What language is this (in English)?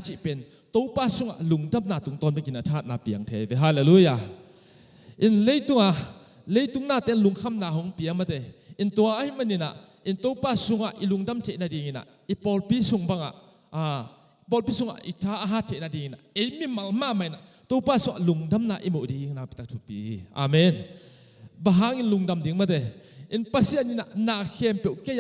Tedim Chin